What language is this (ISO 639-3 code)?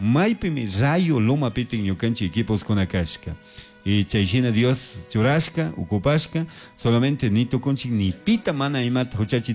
qug